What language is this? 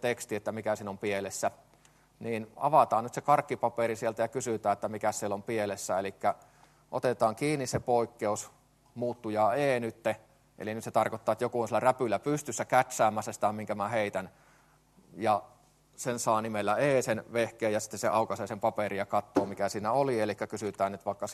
Finnish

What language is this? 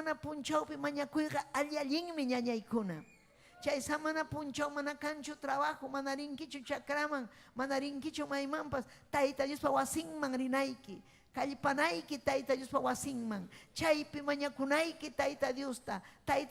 Ayacucho Quechua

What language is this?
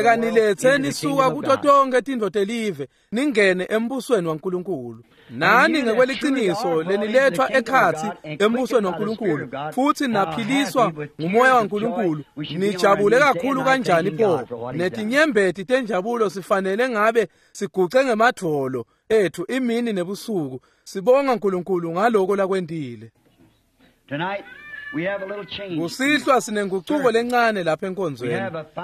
Swati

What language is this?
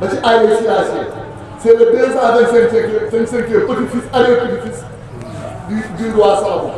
Wolof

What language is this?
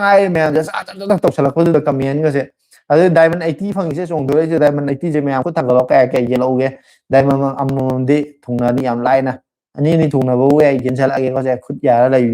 Manipuri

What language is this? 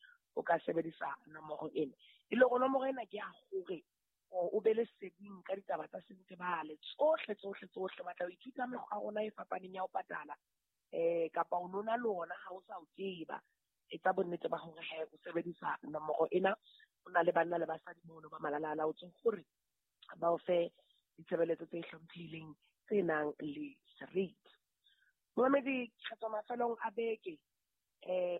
Southern Sotho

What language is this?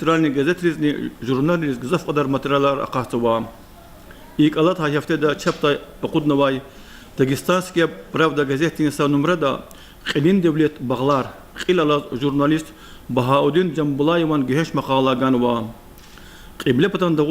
Lezghian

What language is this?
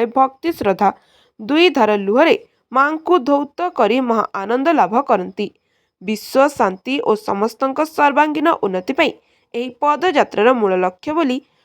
Odia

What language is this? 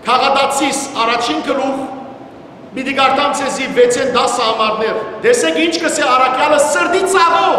Western Armenian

